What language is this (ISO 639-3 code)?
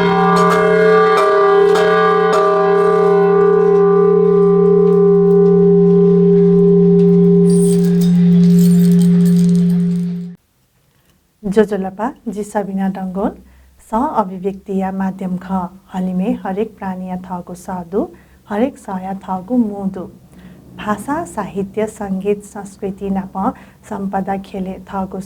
new